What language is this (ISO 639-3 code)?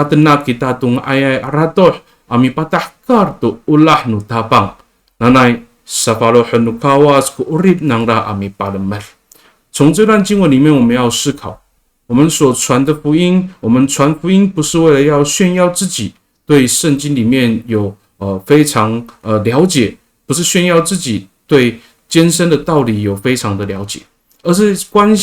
ami